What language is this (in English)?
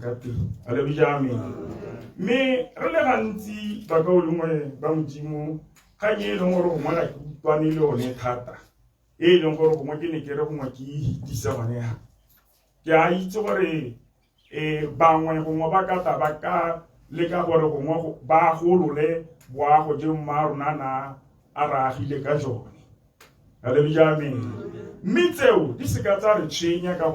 Tswana